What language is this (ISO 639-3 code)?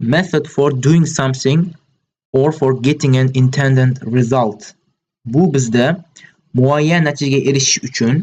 uzb